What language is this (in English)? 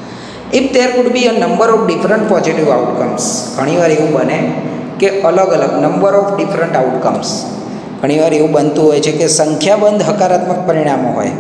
Gujarati